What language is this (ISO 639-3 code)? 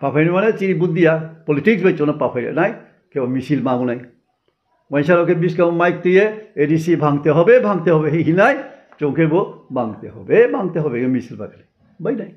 ria